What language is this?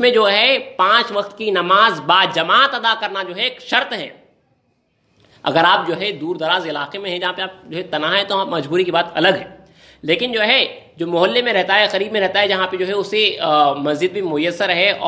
Urdu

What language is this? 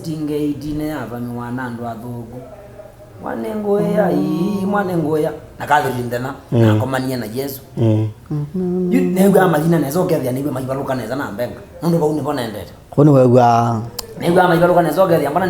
Kamba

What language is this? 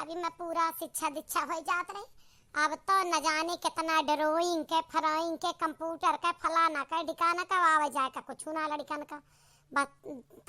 Awadhi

